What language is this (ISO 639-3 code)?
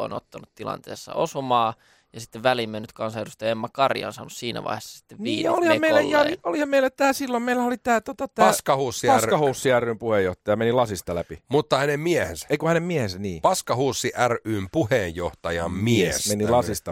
fin